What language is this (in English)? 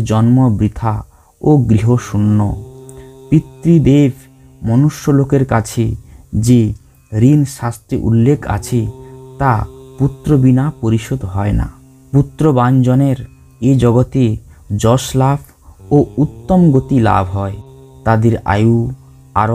Bangla